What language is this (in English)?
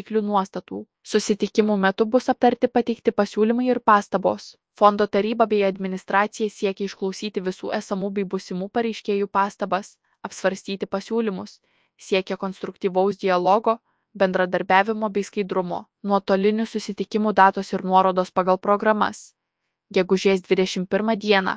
Lithuanian